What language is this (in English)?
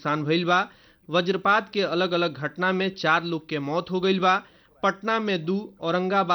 Bhojpuri